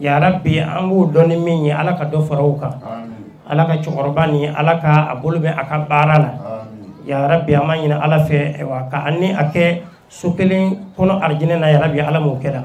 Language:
Bambara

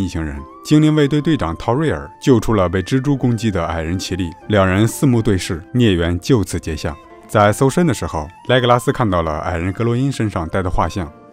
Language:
Chinese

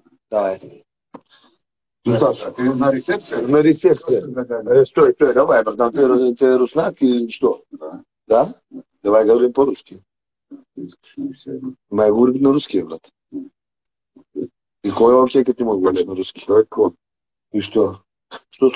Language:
Bulgarian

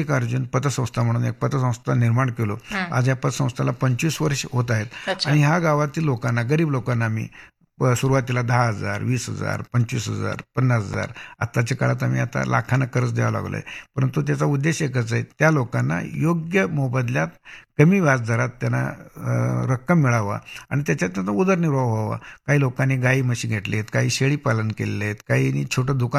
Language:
Marathi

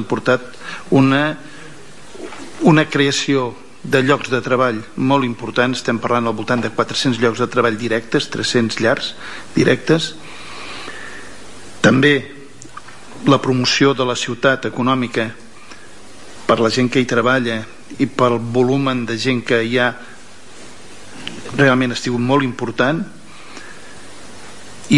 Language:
Catalan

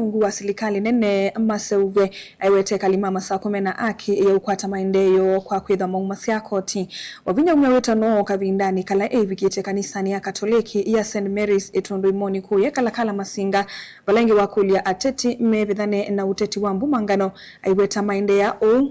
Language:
Kamba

